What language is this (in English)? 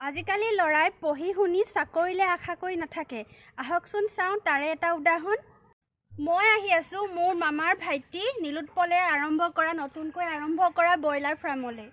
Assamese